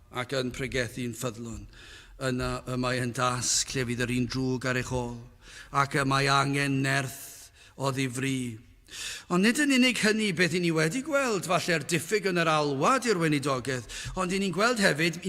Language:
Welsh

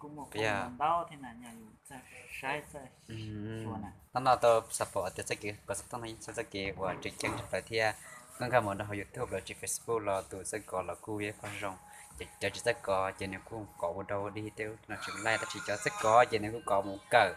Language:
Hmong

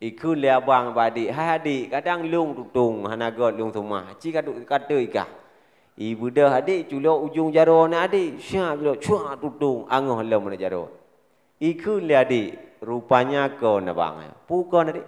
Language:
Achinese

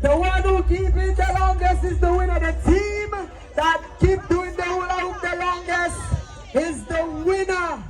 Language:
Jamaican Creole English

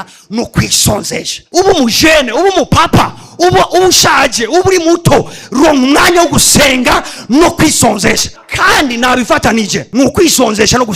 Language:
Rundi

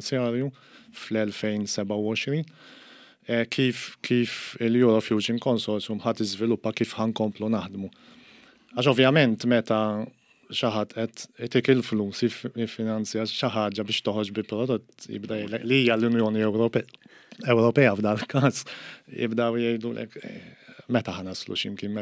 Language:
Maltese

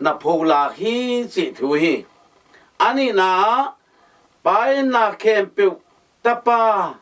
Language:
Tedim Chin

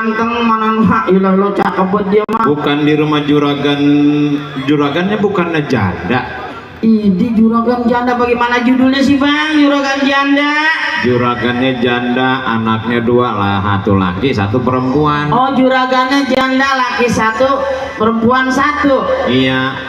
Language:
Betawi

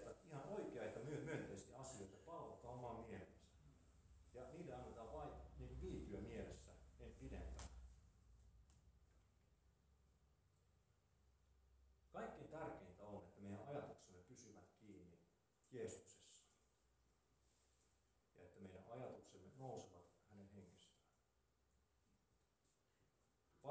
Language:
Finnish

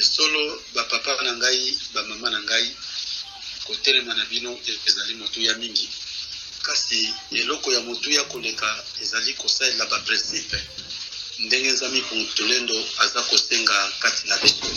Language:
Lingala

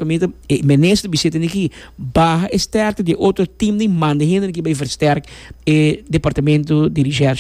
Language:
Papiamento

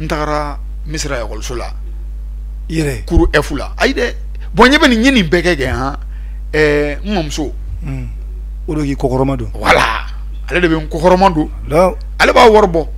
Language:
Bambara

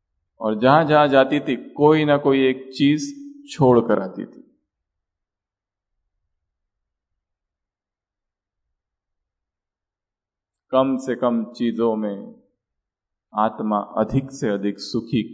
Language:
Hindi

